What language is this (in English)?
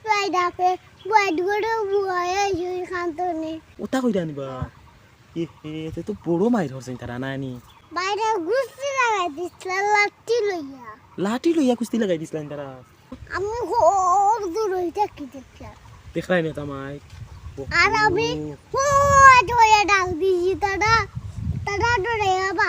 Sylheti